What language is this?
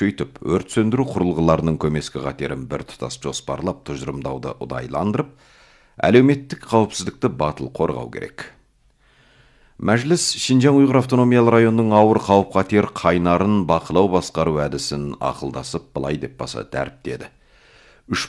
Kazakh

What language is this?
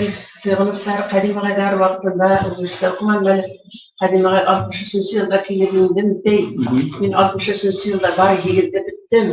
Bashkir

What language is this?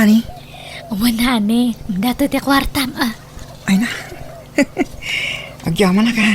Iloko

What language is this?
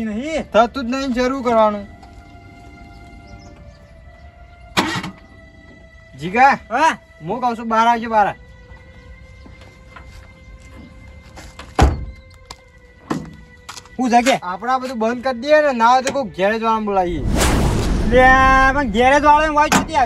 Gujarati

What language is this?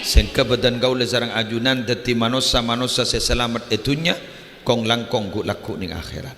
Madurese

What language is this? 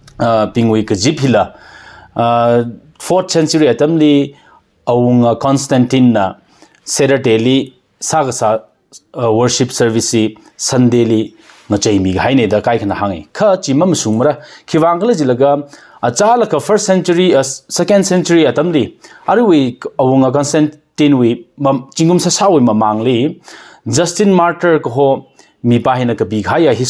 Tangkhul Naga (India)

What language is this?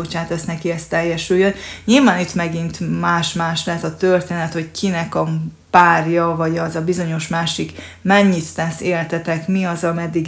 Hungarian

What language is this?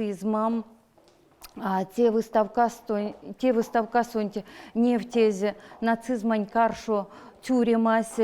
Erzya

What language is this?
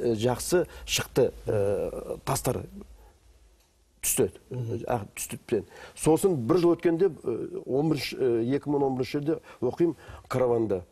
Kazakh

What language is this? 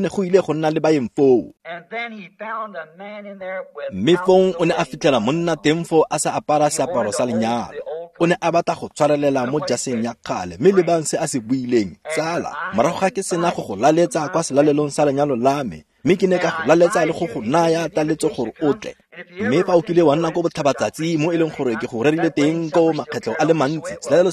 Tswana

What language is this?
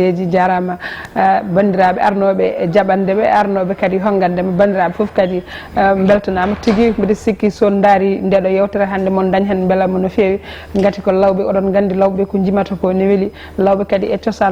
Fula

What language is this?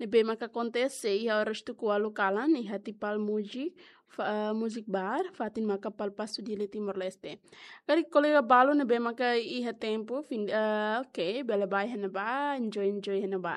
Tetum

